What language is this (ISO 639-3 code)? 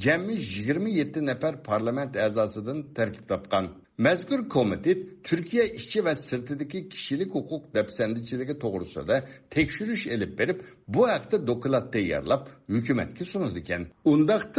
uig